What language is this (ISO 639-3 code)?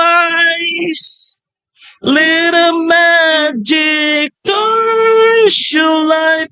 bik